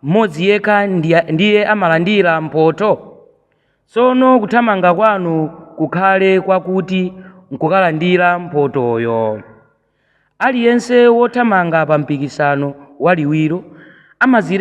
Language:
Nyanja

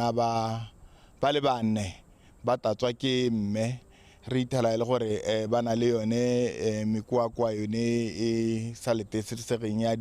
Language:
Tswana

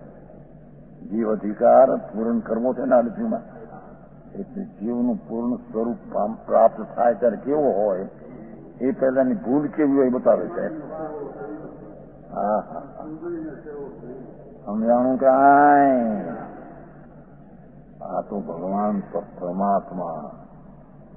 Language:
Gujarati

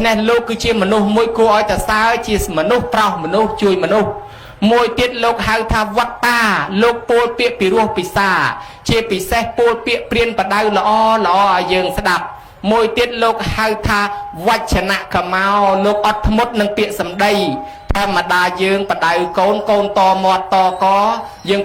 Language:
Khmer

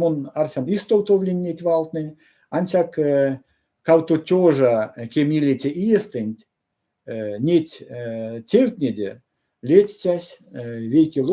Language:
Erzya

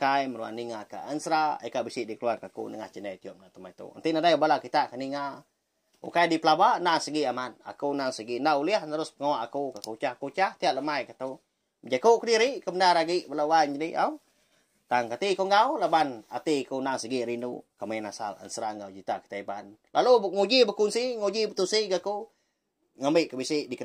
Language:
Iban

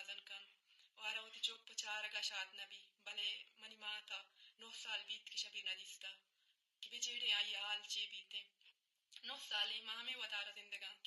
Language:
Eastern Balochi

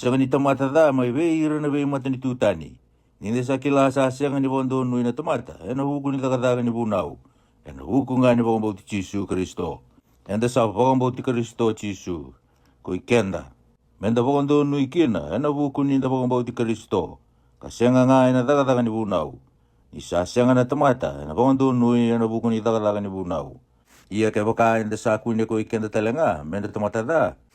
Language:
Fijian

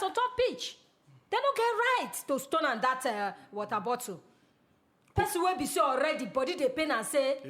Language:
Nigerian Pidgin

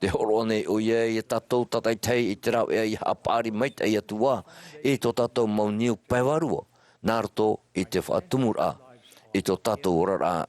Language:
Tahitian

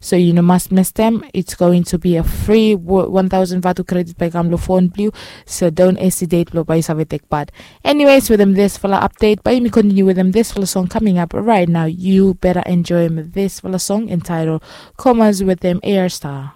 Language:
Bislama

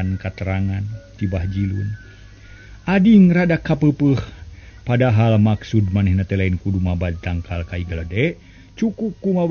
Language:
Sundanese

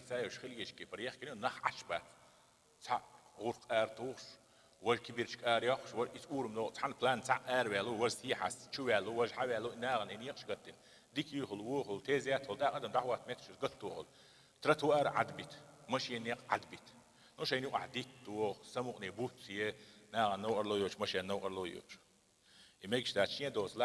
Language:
Chechen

